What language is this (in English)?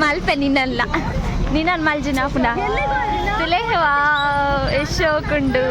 Tulu